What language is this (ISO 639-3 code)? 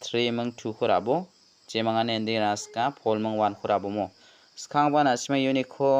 grt